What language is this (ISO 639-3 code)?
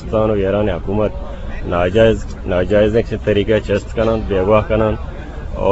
bgp